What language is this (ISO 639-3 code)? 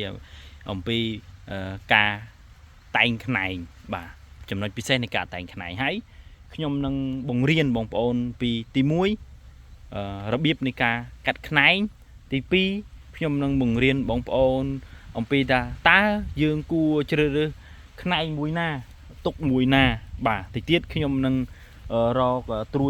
khm